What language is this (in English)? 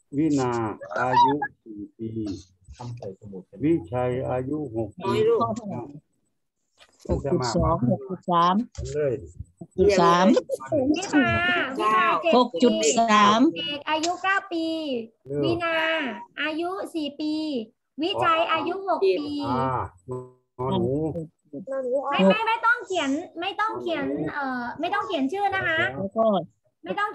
Thai